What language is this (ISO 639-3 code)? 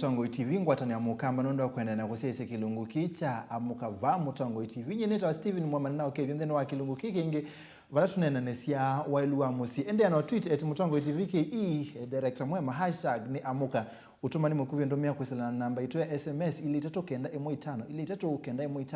kam